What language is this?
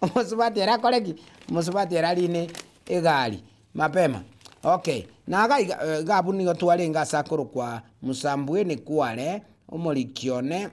Gusii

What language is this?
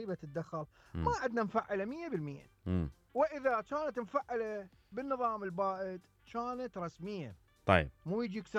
Mesopotamian Arabic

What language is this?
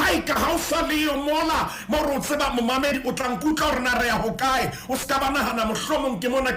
Southern Sotho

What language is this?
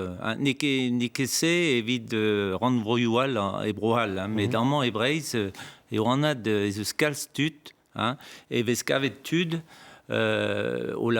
Breton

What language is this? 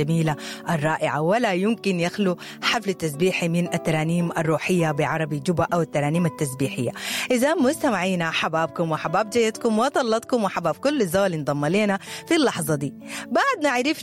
Sudanese Arabic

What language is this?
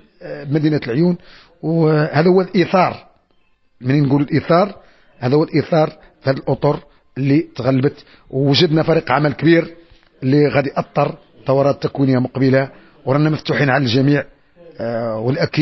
Moroccan Arabic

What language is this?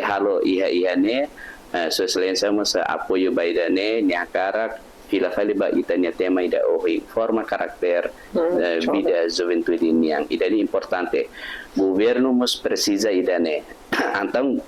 Tetum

